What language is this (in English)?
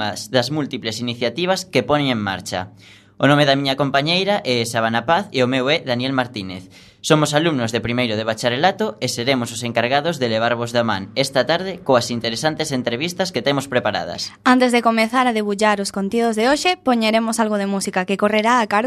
Galician